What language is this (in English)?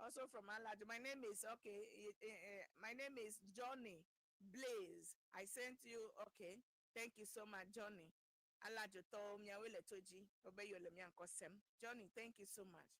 Ewe